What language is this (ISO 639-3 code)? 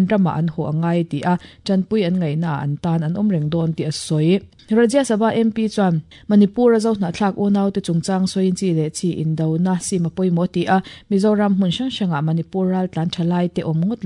lus